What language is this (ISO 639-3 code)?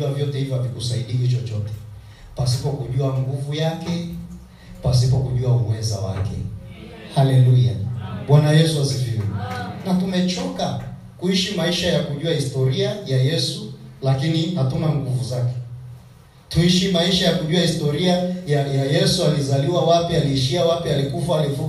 swa